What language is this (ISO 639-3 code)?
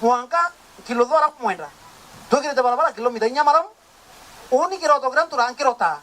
mer